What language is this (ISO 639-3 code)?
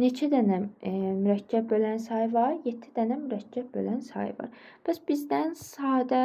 aze